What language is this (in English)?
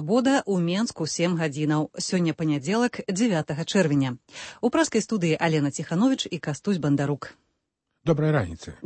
Belarusian